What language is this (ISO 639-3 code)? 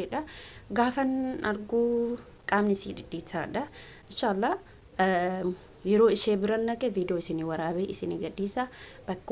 orm